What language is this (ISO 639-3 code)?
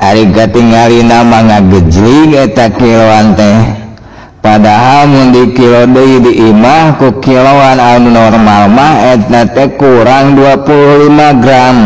sun